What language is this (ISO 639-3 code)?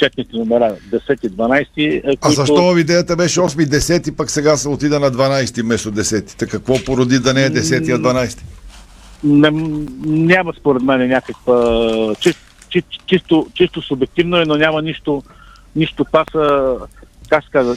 bul